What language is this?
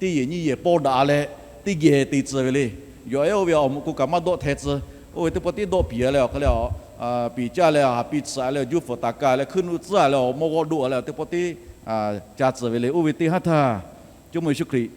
Lahu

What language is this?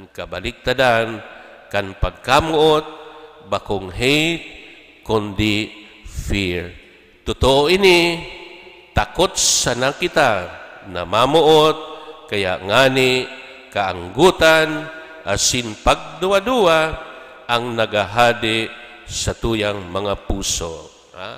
Bikol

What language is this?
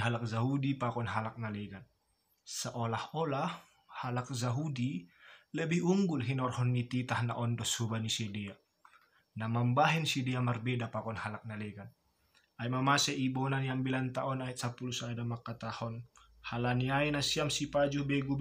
Batak Simalungun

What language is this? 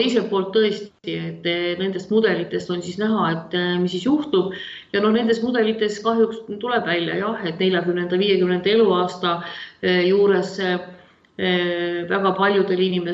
Estonian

